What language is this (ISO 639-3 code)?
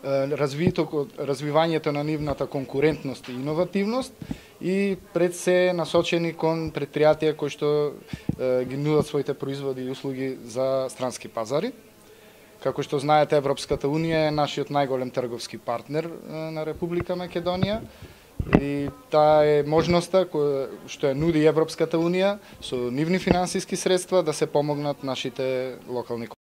mkd